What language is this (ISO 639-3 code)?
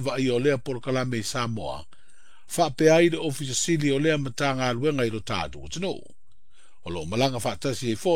smo